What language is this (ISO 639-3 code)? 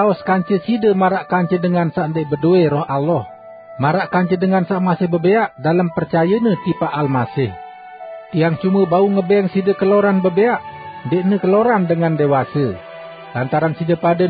sas